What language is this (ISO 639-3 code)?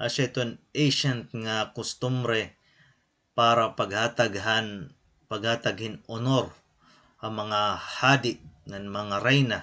war